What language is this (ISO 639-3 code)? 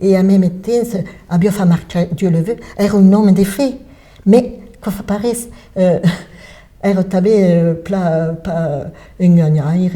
oci